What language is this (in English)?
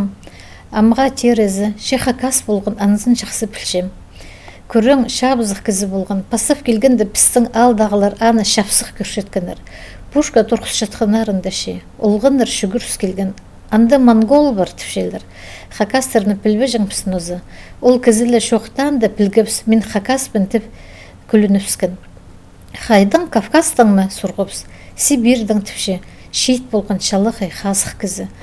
Khakas